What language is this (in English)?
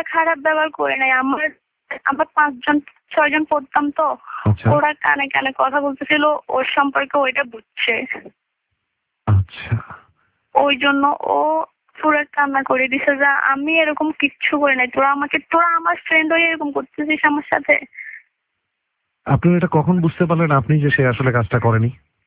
Bangla